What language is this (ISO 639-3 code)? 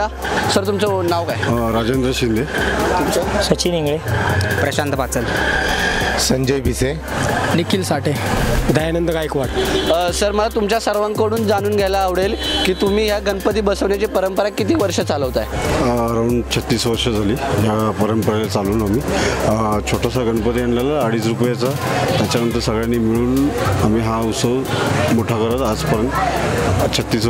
mar